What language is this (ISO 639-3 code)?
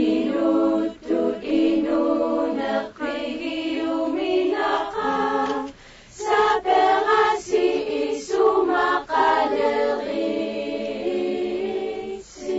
kal